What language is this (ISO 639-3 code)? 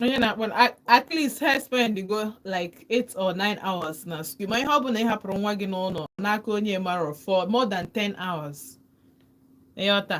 ibo